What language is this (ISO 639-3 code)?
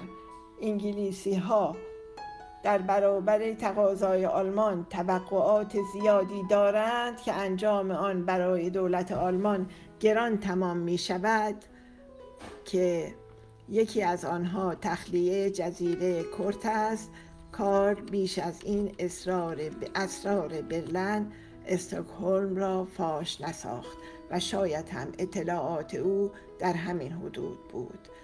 fas